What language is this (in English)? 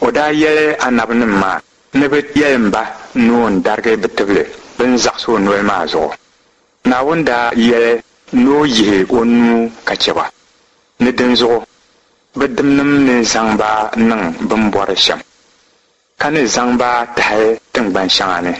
Dagbani